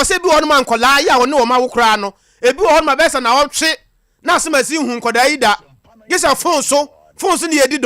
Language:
Akan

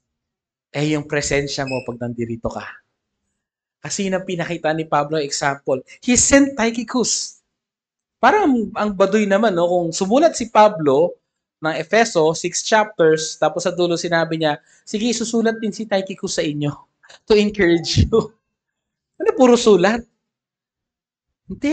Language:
Filipino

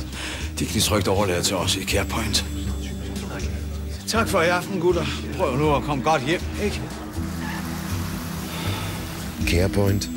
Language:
Danish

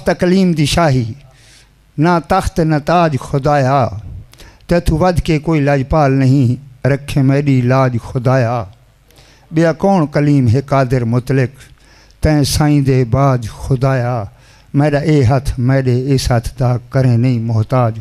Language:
Saraiki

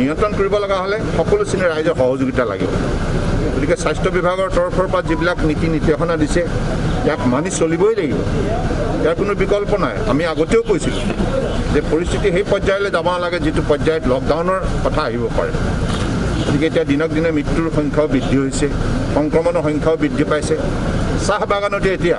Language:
Assamese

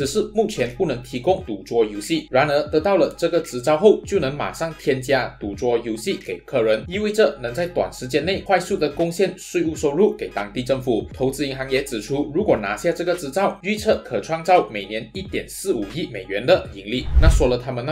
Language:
Chinese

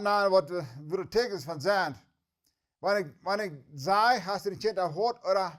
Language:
Plautdietsch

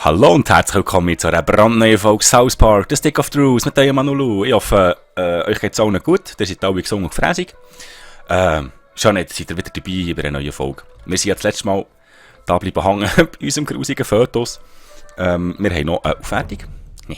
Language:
Swiss German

